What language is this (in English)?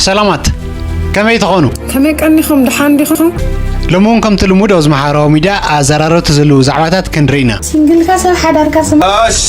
Tigrinya